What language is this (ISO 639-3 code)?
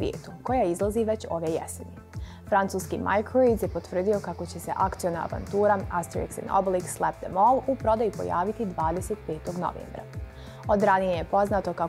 bos